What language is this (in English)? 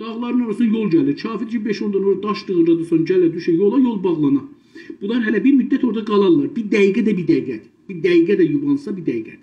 South Azerbaijani